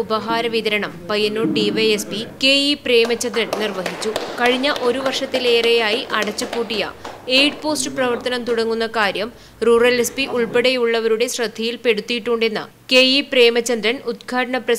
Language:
Malayalam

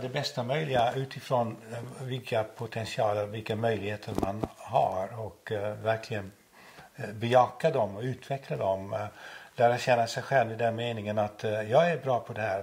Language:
Swedish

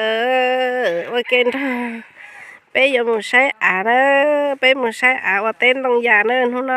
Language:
Hmong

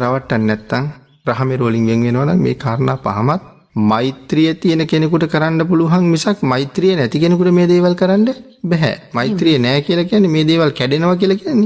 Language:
Sinhala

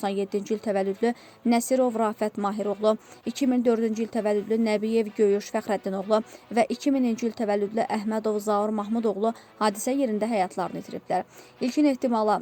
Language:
Azerbaijani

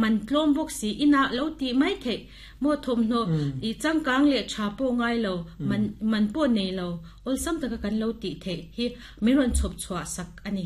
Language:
Mizo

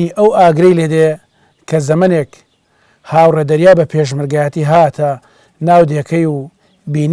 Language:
Central Kurdish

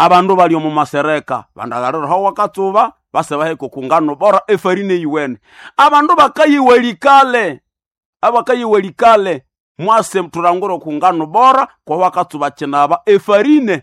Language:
Nande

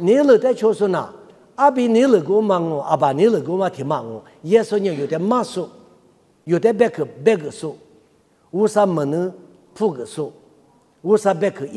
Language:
Lisu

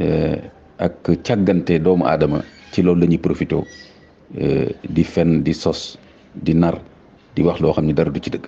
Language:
Wolof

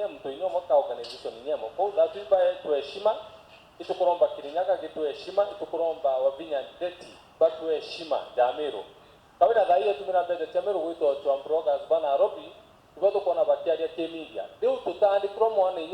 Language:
Meru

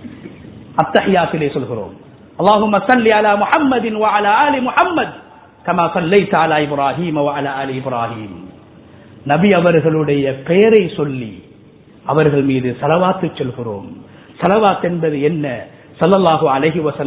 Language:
Tamil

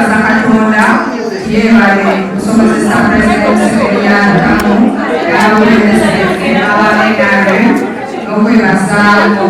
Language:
Soga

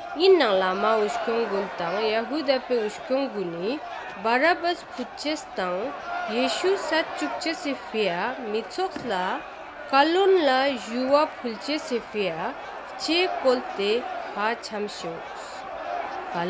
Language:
Ladakhi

